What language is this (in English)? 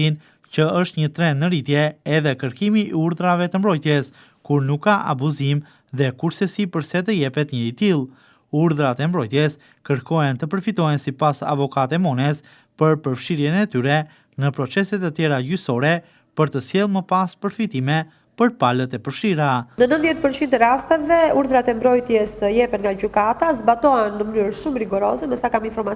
Albanian